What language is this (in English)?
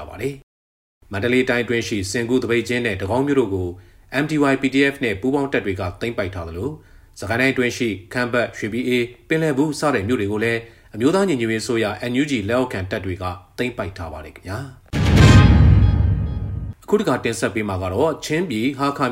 Burmese